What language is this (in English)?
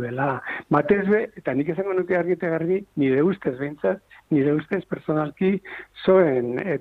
Basque